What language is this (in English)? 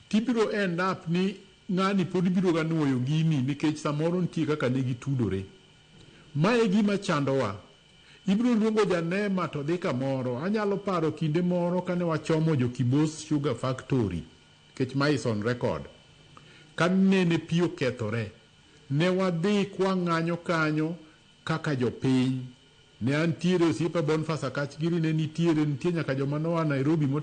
Luo (Kenya and Tanzania)